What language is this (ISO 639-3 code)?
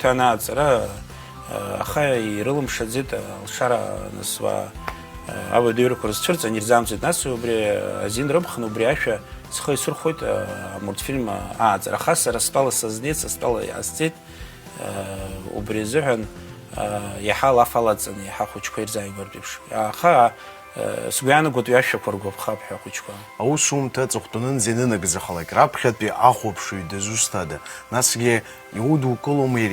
abk